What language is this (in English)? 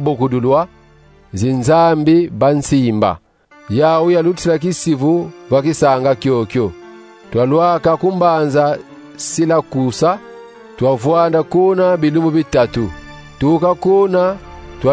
Kongo